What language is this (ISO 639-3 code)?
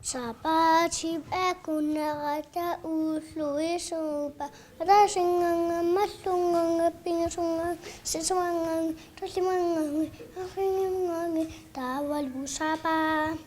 kal